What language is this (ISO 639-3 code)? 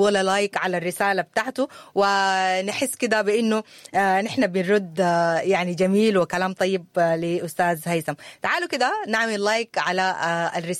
apd